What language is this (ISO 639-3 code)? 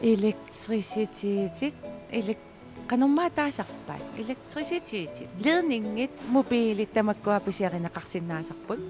kal